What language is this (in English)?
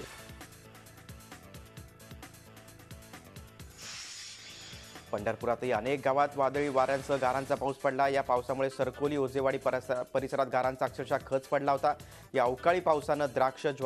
Marathi